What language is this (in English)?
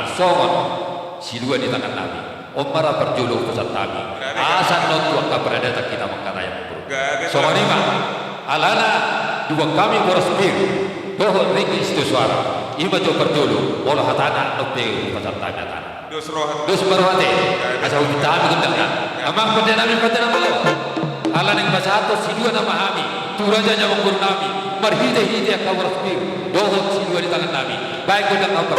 Batak Toba